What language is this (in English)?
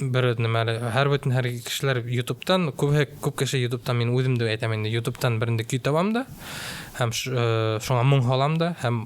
Bashkir